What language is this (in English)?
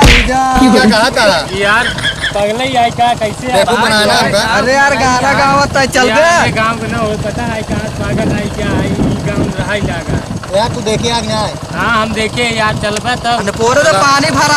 Awadhi